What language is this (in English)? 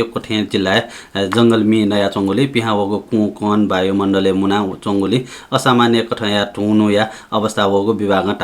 Newari